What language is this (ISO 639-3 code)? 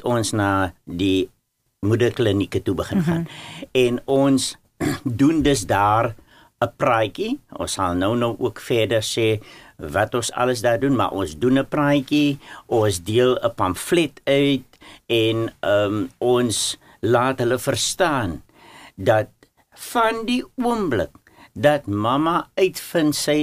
afr